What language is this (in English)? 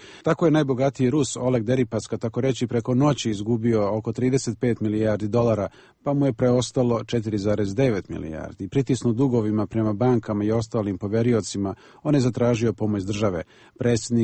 Serbian